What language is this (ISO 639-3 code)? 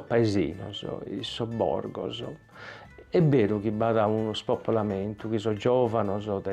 srd